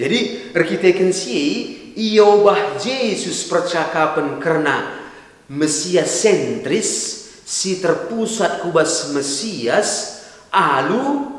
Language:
Batak Karo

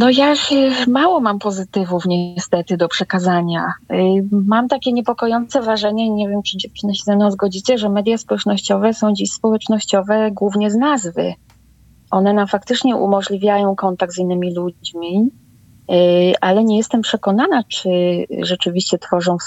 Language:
Polish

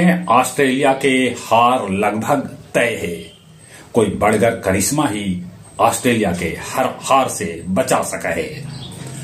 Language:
Magahi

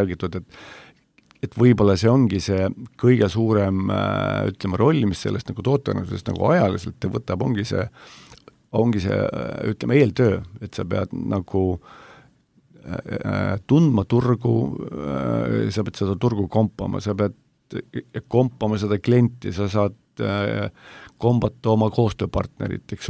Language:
Estonian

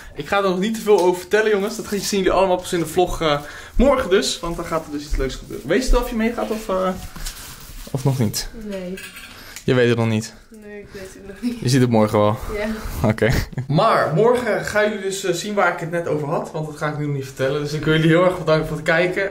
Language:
Dutch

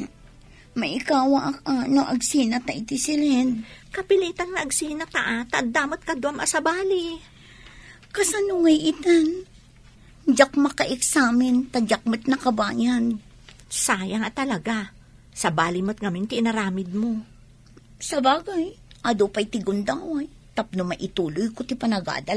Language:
Iloko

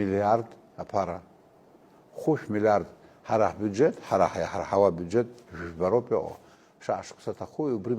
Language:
Abkhazian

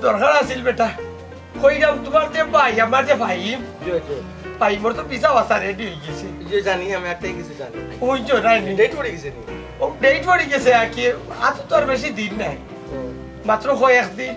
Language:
Sylheti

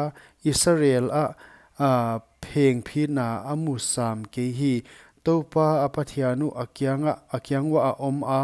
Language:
Paite Chin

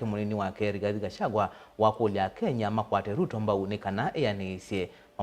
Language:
Kamba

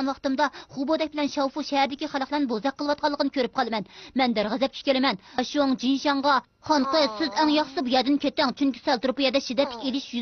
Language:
Uyghur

